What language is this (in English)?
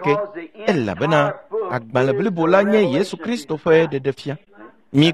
Ewe